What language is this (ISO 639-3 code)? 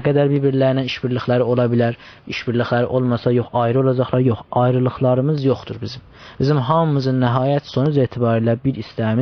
azb